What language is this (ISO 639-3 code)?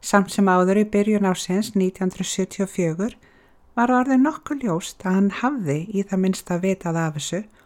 isl